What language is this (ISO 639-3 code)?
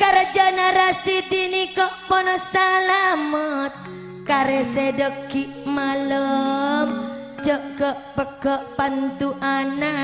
mad